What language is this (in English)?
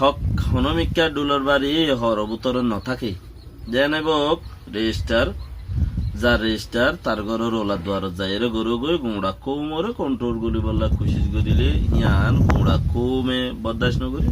Rohingya